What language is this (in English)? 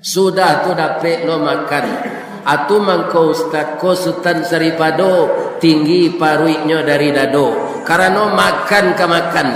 Minangkabau